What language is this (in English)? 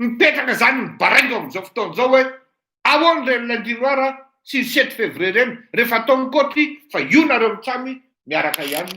Malagasy